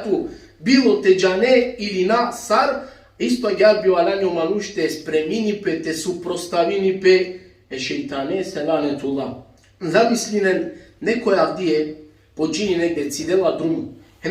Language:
Balkan Romani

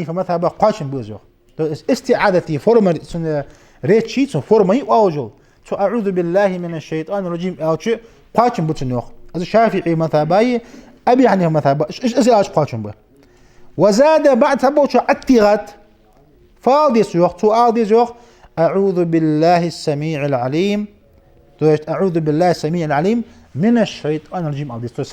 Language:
Ingush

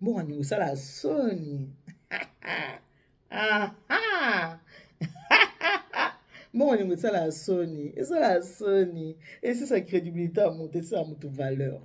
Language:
Lingala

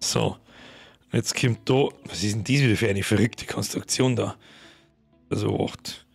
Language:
Bavarian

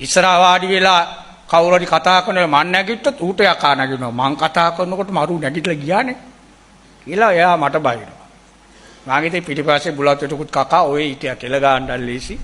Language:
Sinhala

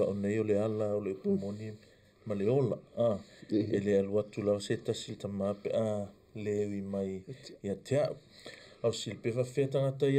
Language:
Samoan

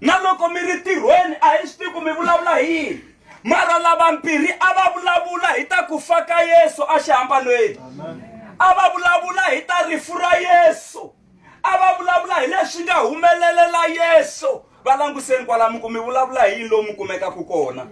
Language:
Tsonga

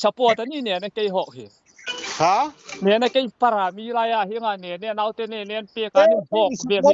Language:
Hmar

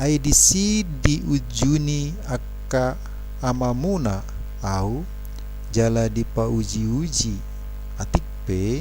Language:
Batak Toba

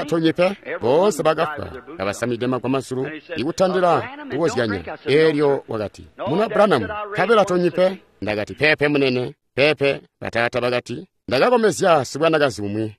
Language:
Tonga (Zambia)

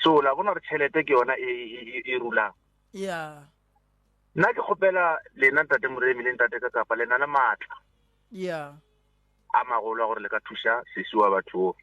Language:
Northern Sotho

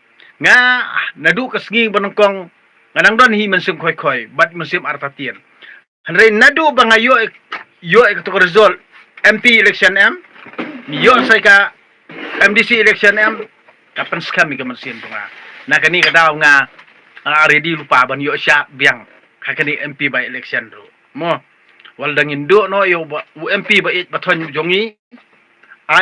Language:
Khasi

